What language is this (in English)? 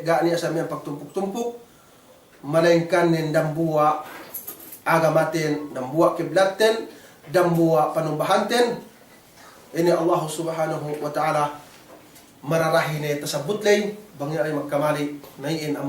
Yakan